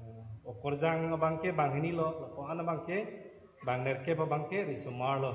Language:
Karbi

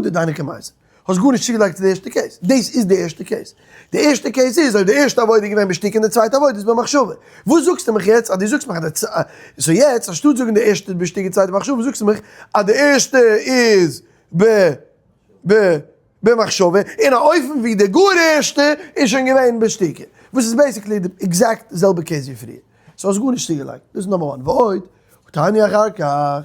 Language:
Yiddish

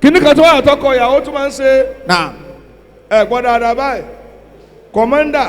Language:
Yoruba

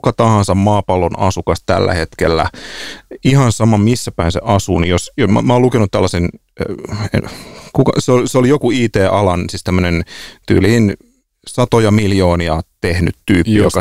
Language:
Finnish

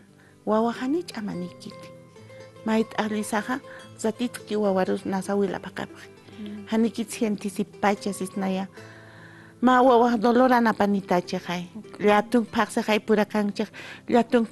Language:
Aymara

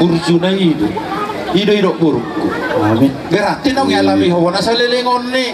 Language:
Batak Toba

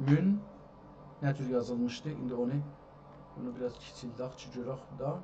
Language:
South Azerbaijani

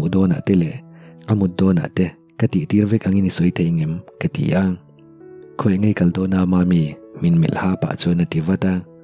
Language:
Mizo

